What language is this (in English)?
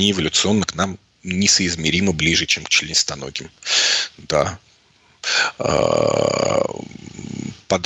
Russian